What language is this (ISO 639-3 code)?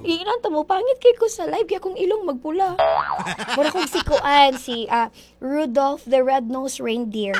ceb